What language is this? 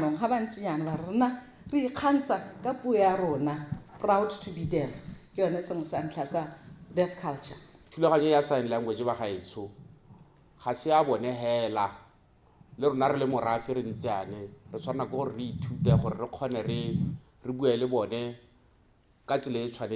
Tswana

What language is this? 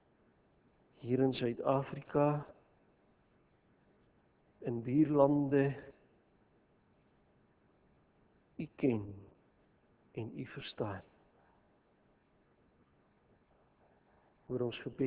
Afrikaans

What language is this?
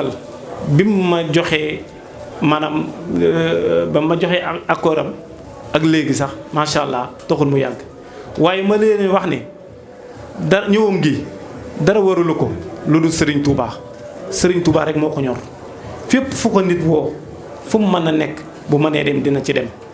Wolof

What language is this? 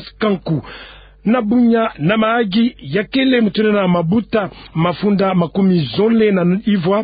Kituba (Democratic Republic of Congo)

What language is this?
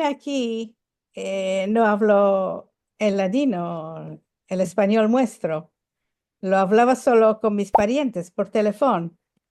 Ladino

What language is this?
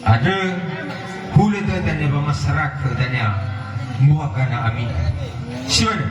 Nias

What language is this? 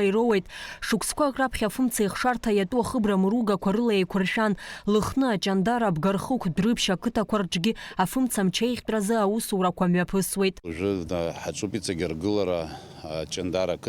Abkhazian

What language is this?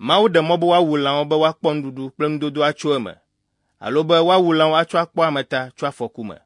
Ewe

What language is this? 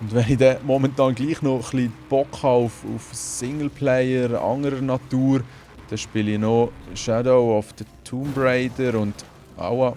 Swiss German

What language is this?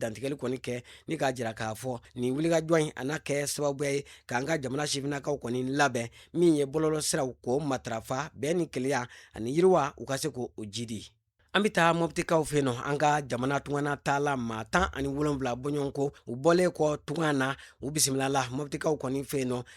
Bambara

